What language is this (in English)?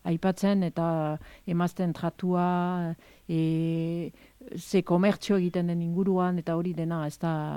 Basque